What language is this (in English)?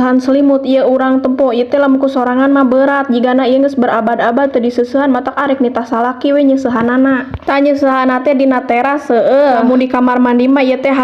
Sundanese